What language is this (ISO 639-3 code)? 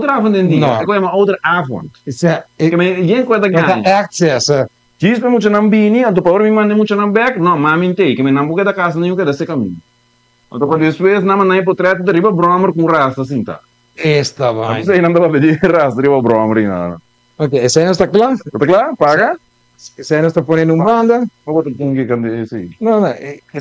pap